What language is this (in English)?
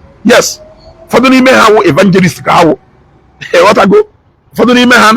Igbo